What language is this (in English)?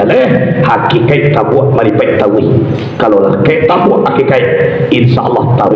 Minangkabau